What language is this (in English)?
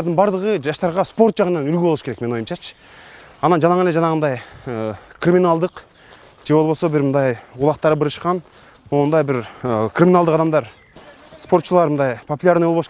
Kyrgyz